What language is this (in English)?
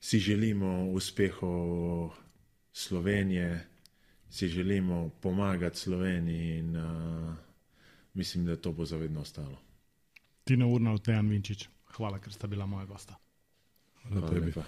Slovenian